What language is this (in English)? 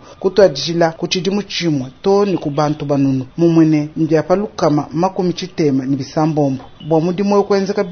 Luba-Lulua